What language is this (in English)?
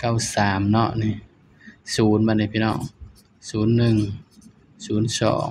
Northeastern Thai